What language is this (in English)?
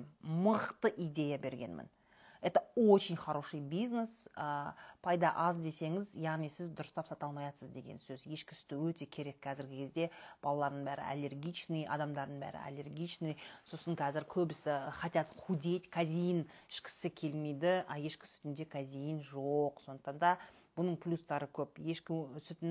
Kazakh